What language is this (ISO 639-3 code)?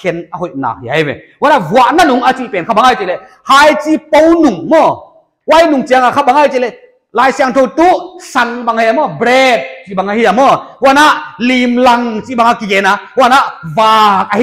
pck